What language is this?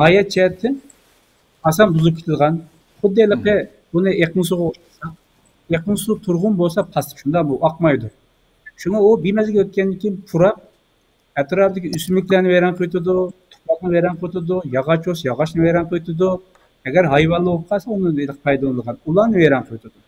Uyghur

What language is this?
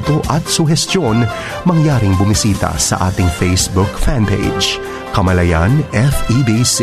Filipino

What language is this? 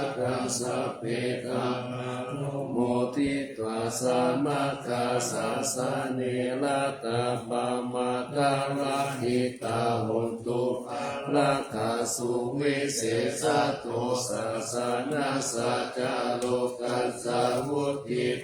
Pali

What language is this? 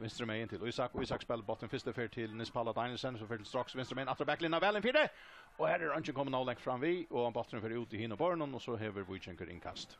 Faroese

